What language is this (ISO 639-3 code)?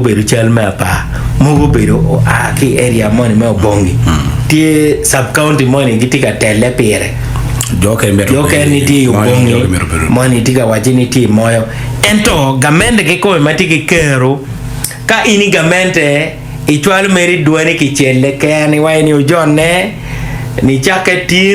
ach